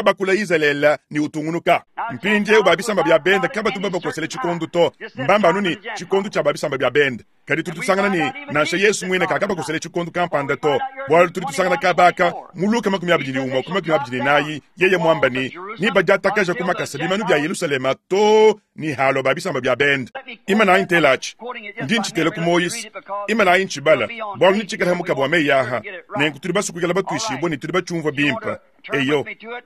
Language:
Luba-Lulua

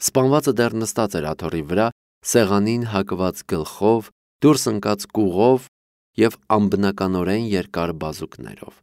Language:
Armenian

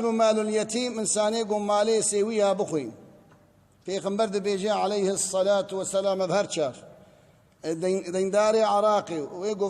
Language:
Kurdish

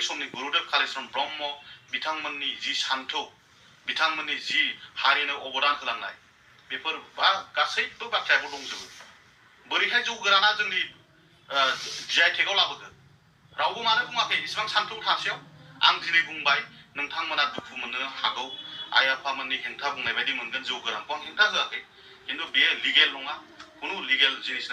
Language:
Bodo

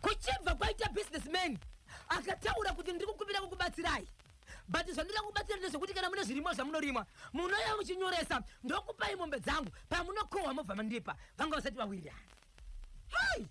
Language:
Shona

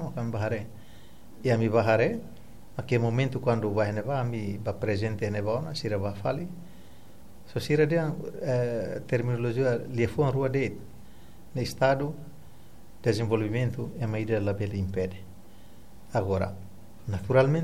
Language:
Tetum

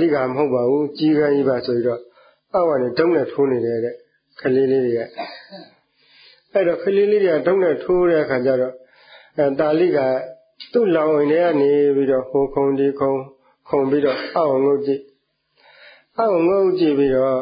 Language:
Burmese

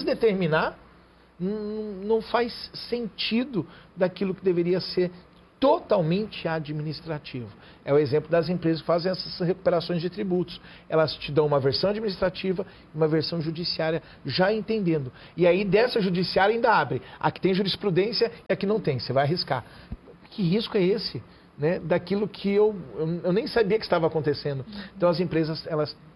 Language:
Portuguese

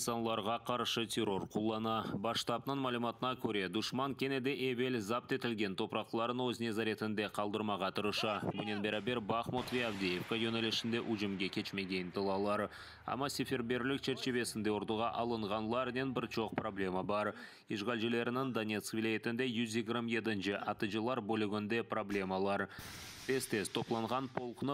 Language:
Crimean Tatar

